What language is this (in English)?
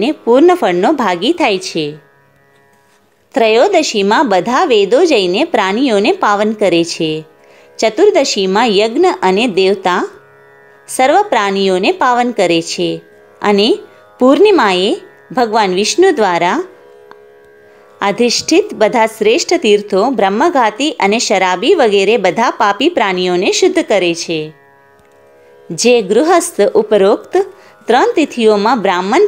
Gujarati